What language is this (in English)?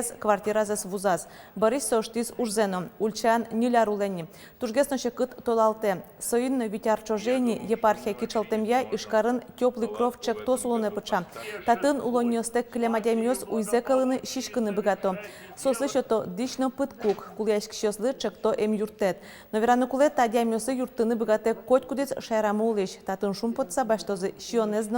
Udmurt